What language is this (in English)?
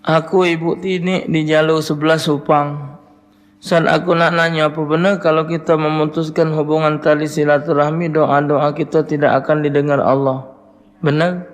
Musi